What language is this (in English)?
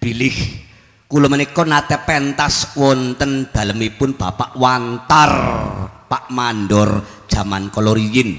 Javanese